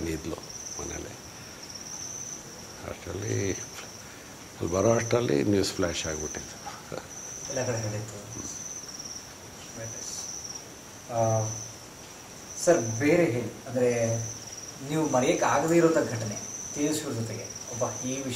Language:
Kannada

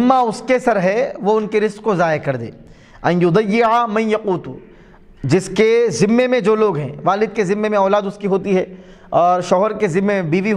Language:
Urdu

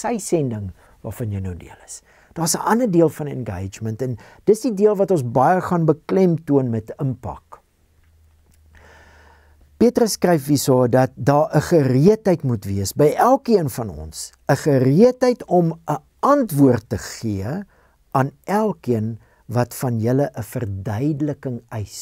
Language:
Afrikaans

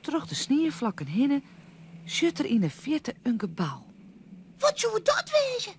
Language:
Western Frisian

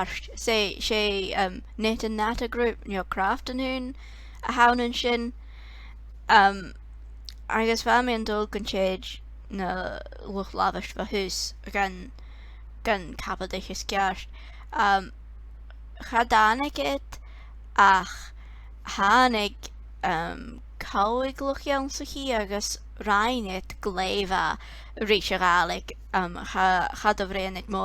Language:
Scottish Gaelic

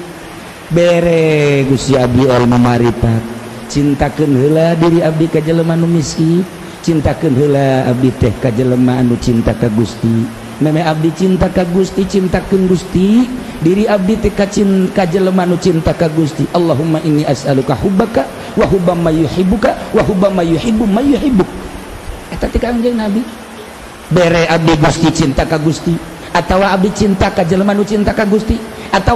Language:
Sundanese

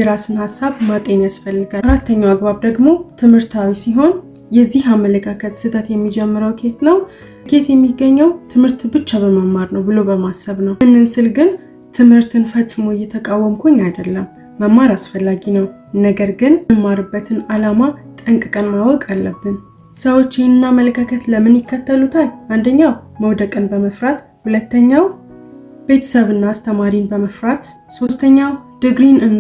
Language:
Amharic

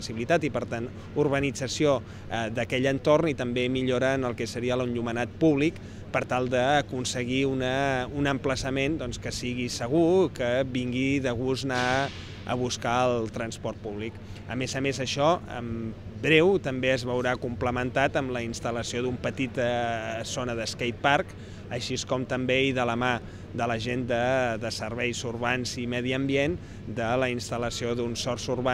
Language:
Catalan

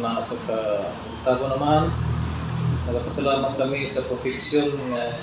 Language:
Cebuano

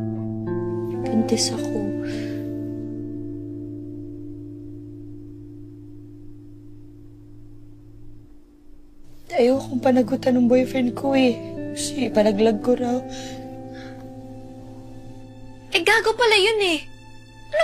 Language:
Filipino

